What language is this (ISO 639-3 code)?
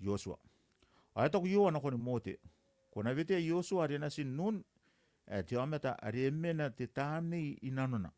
gil